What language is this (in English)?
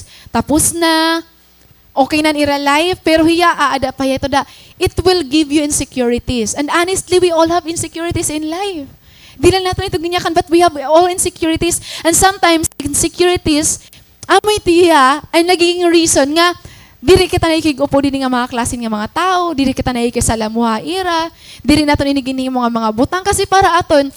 Waray